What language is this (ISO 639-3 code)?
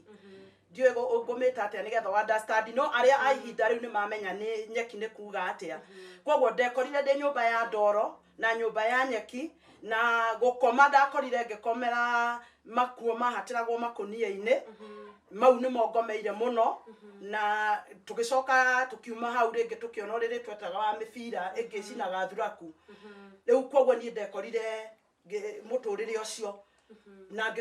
kik